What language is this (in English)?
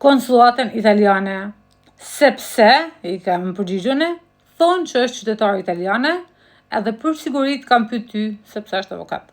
Albanian